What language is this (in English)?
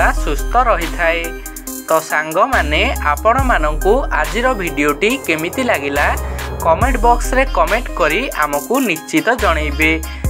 Odia